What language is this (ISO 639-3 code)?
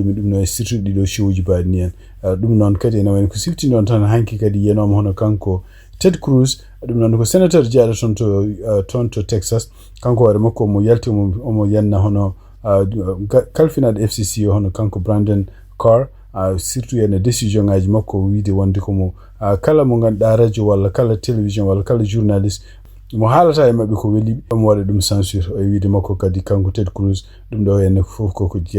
ful